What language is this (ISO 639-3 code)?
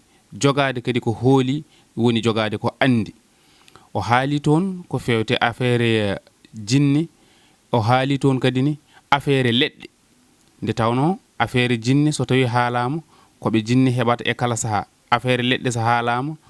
ful